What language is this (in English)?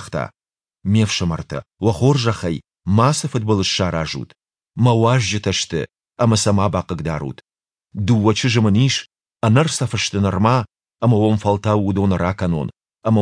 Ossetic